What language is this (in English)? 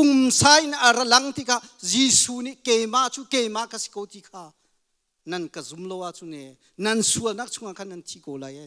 Hakha Chin